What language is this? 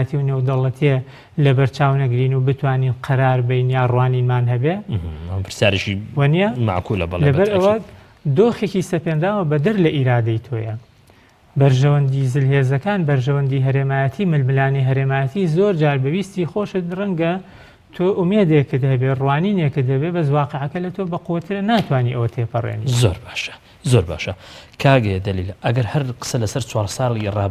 Central Kurdish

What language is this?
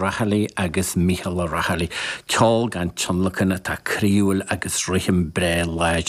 Irish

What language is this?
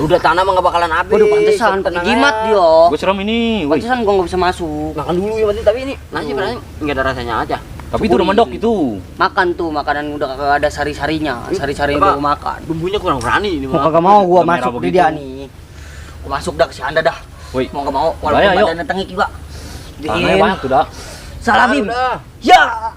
Betawi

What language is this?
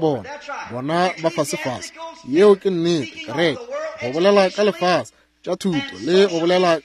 Northern Sotho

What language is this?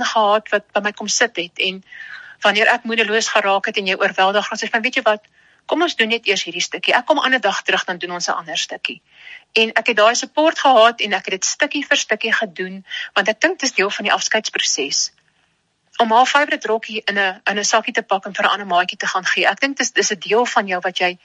Afrikaans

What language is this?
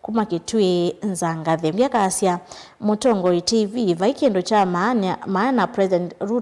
Kamba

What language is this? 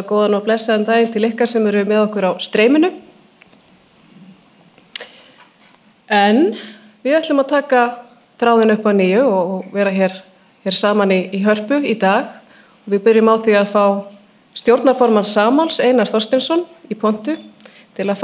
Icelandic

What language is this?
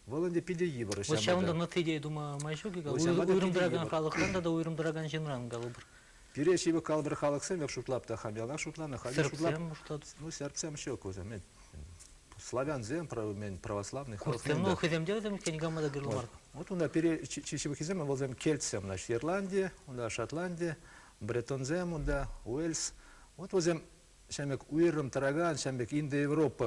Chuvash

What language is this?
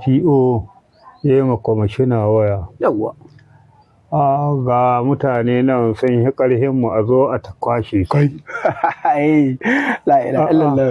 Hausa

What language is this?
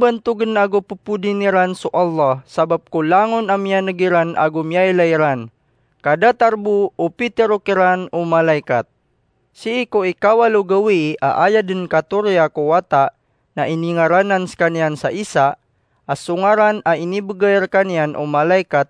Maranao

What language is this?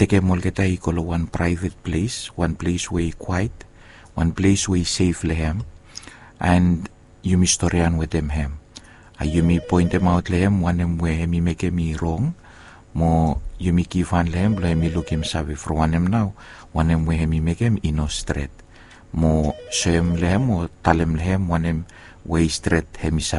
Bislama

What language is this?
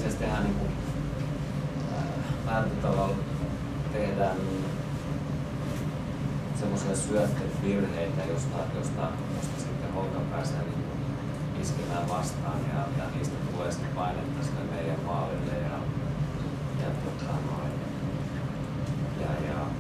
Finnish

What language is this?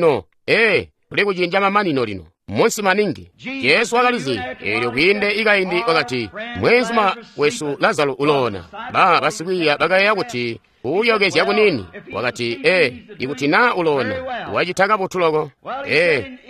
Tonga (Zambia)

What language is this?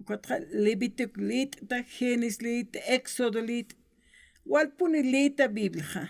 Aymara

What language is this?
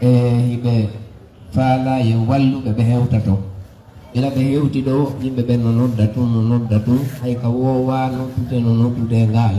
Fula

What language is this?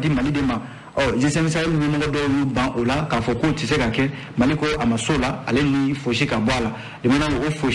Bambara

